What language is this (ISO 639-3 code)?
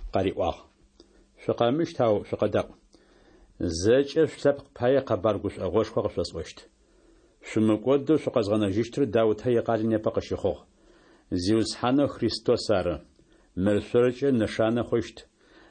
ady